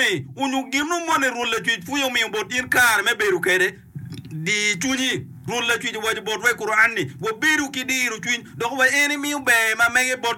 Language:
Acoli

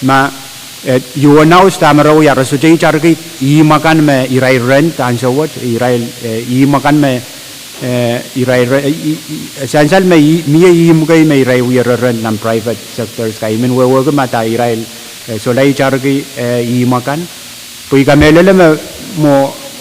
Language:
Pohnpeian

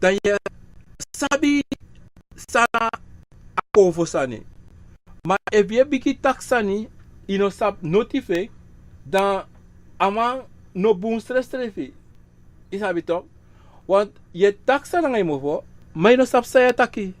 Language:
Sranan Tongo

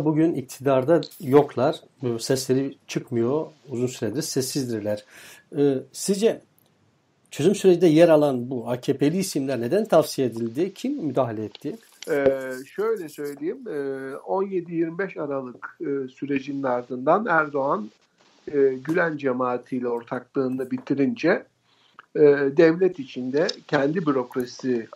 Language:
Turkish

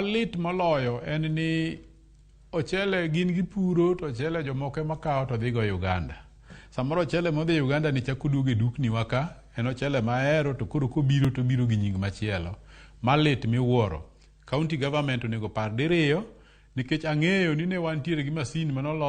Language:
Luo (Kenya and Tanzania)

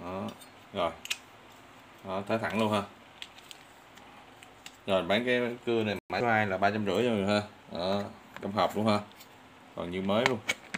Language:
Vietnamese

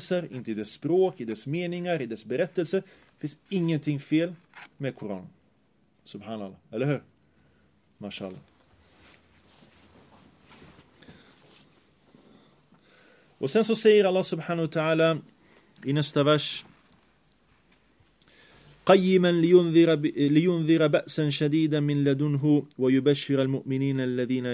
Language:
Swedish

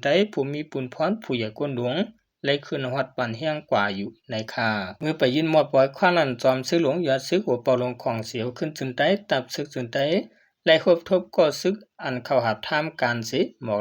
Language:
Shan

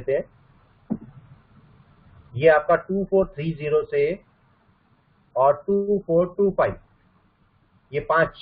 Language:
Hindi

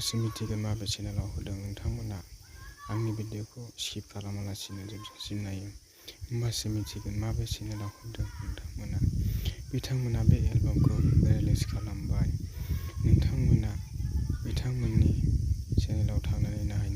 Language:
Bodo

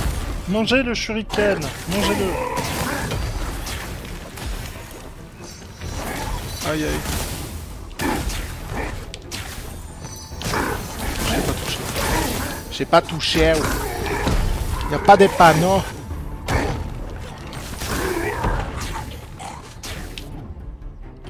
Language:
French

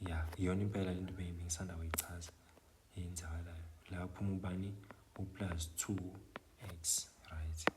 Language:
Zulu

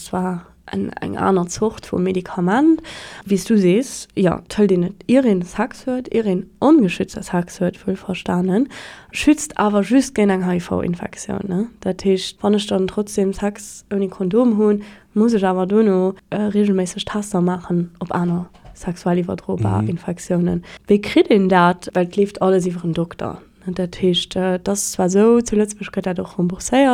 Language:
Luxembourgish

